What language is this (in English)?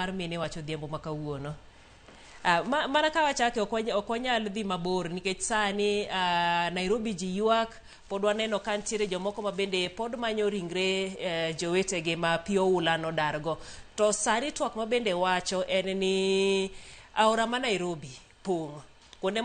Luo (Kenya and Tanzania)